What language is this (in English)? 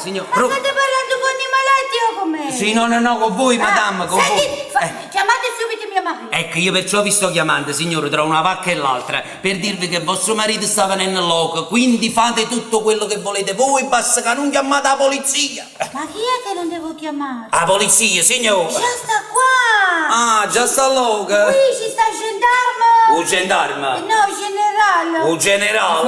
Neapolitan